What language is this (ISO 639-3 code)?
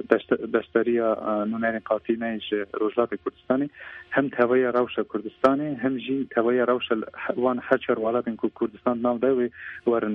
kur